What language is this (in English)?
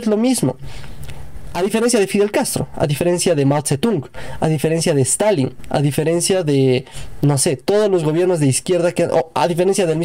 Spanish